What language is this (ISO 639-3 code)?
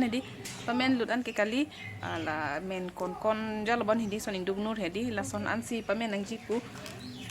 mjw